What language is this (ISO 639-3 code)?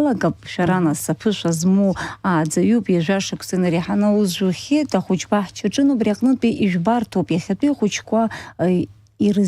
abk